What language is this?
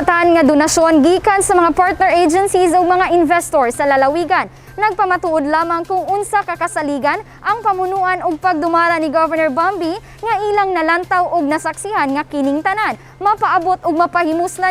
Cebuano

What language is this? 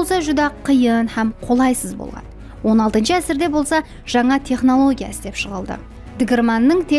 Kara-Kalpak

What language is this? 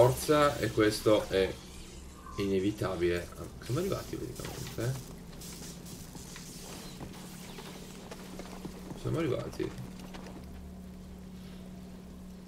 Italian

